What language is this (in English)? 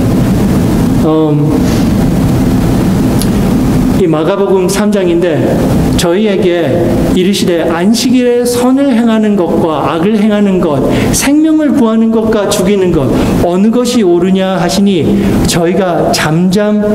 Korean